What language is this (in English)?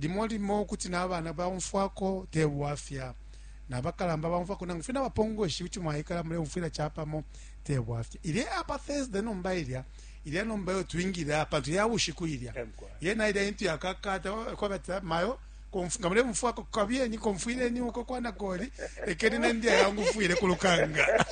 Bemba